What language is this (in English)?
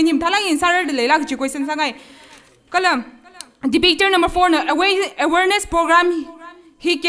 Tangkhul Naga (India)